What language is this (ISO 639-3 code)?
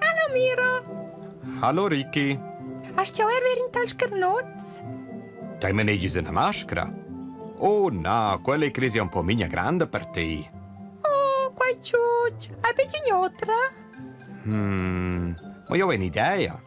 roh